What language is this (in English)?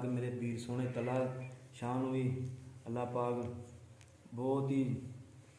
Punjabi